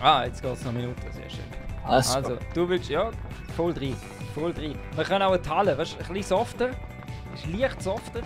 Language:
Swiss German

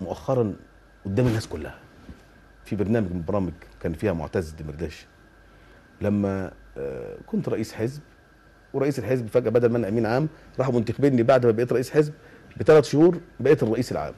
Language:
Egyptian Arabic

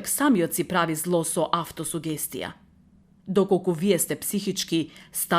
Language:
Macedonian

